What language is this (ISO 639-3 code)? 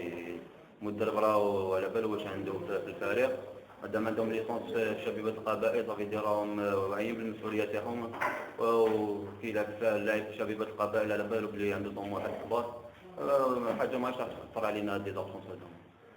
arq